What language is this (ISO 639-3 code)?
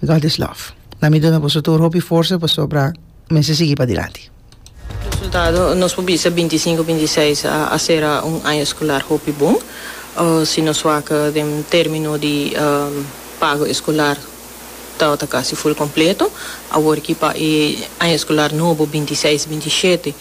pap